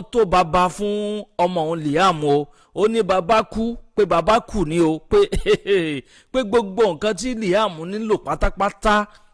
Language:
Yoruba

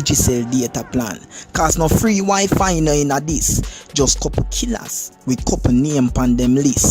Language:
Jamaican Creole English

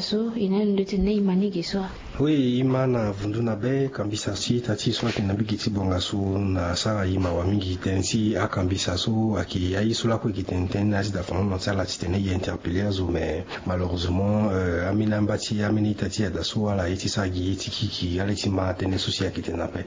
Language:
Sango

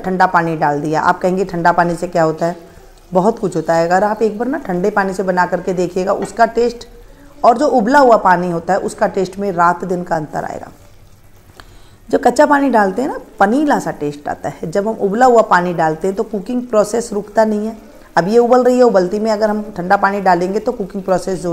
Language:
Hindi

